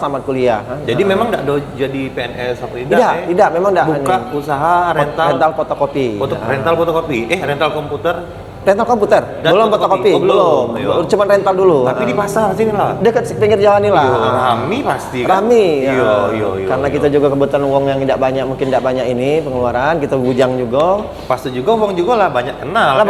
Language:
Musi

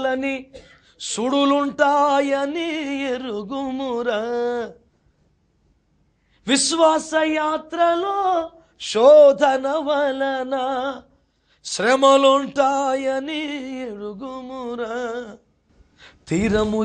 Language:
Telugu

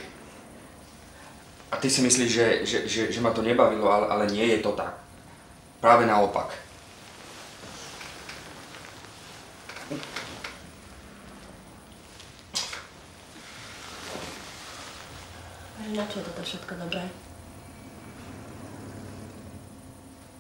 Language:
Slovak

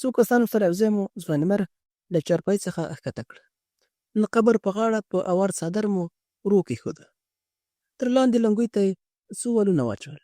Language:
Pashto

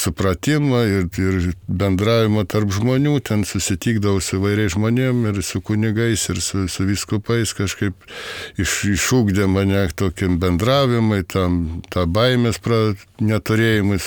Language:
Lithuanian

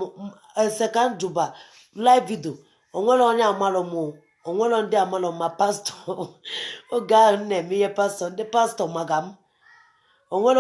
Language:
Igbo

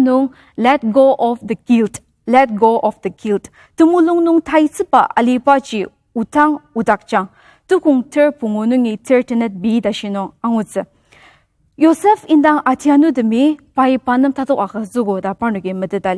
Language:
Ao Naga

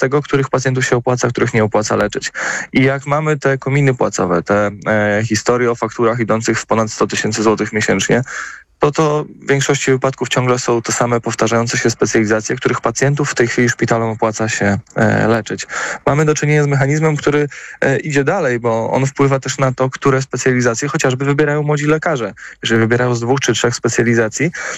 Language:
Polish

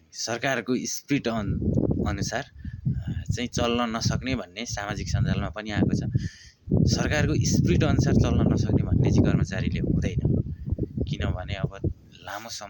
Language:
Nepali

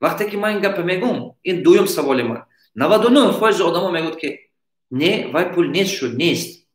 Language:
Tajik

